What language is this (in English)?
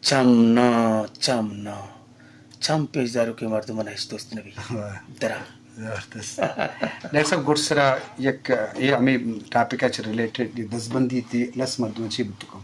Eastern Balochi